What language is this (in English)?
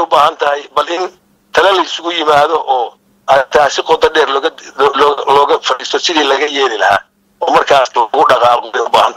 Somali